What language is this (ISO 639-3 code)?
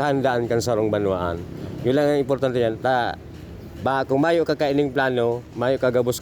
bik